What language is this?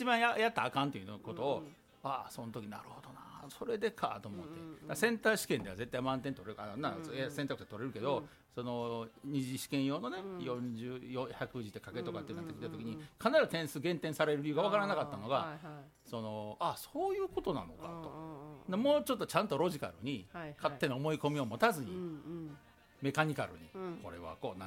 Japanese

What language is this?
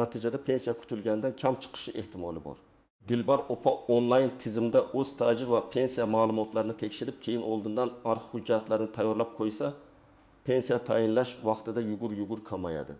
Uzbek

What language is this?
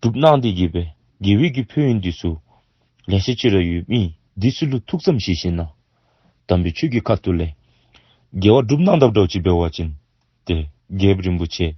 Dzongkha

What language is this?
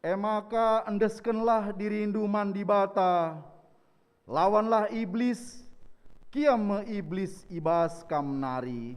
Batak Karo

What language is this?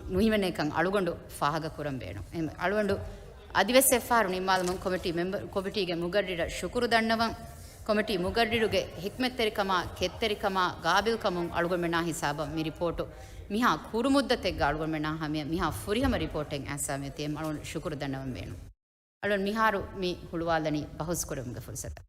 Divehi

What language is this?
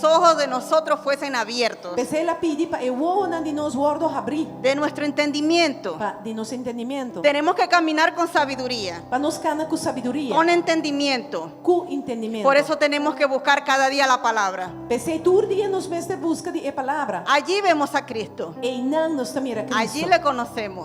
Papiamento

